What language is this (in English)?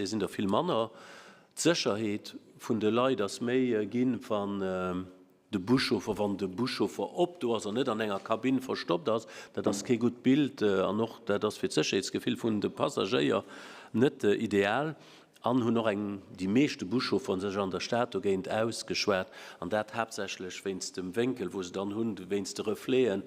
Luxembourgish